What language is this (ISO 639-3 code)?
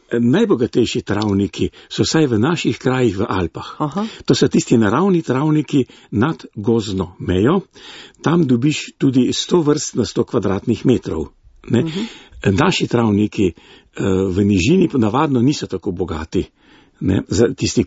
slv